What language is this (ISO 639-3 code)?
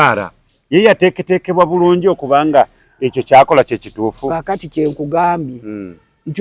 lug